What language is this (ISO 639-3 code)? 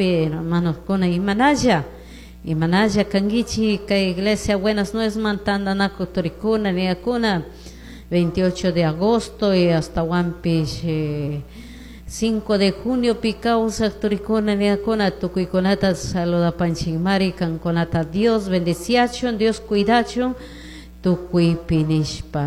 qug